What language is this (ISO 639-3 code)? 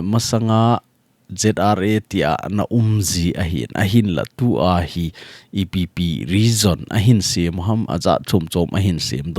tcz